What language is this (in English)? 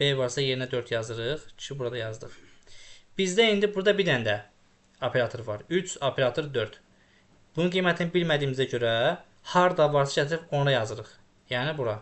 Azerbaijani